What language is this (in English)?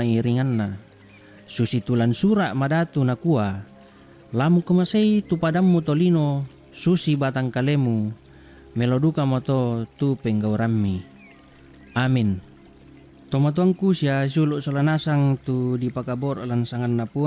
Toraja-Sa'dan